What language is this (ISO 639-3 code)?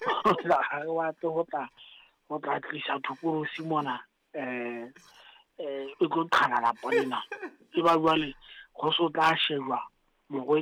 sot